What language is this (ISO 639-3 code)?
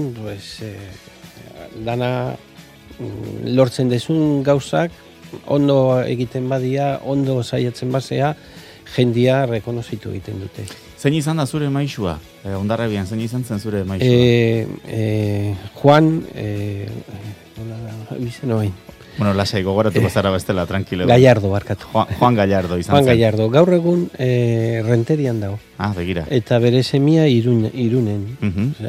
eus